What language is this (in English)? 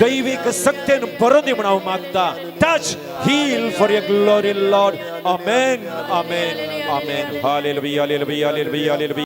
Konkani